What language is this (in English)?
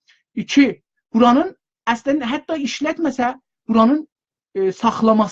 South Azerbaijani